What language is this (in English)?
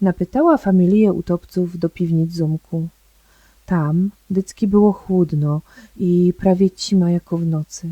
Silesian